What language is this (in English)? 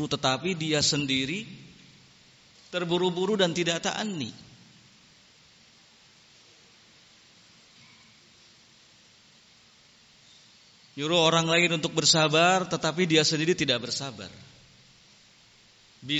Indonesian